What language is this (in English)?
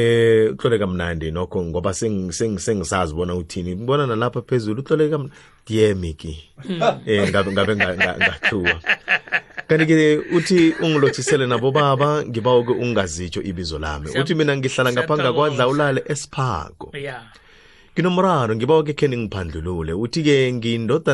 South Ndebele